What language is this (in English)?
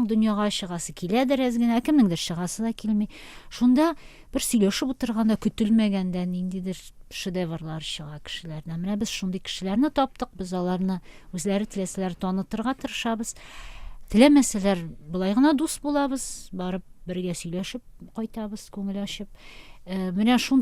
Tatar